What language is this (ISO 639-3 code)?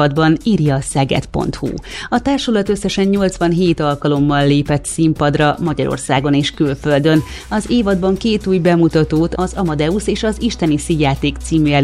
hun